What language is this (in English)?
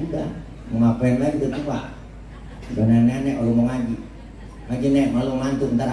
Betawi